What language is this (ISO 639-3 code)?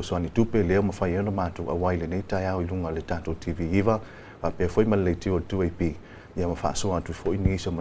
smo